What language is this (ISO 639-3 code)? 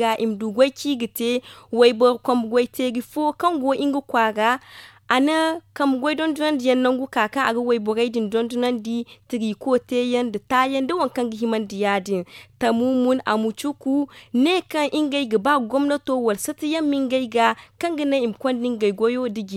dje